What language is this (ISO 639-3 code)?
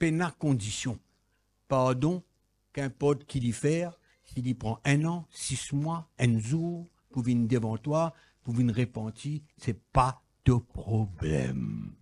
mfe